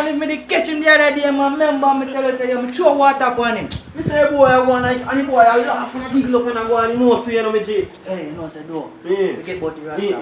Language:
Jamaican Creole English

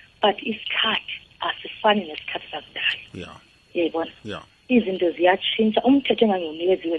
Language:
South Ndebele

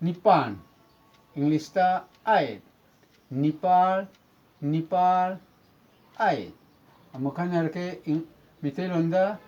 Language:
Manipuri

